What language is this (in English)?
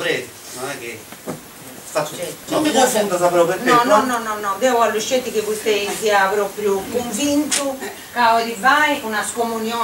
Sardinian